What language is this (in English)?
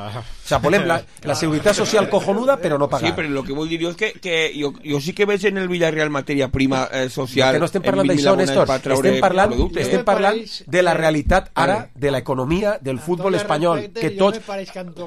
Catalan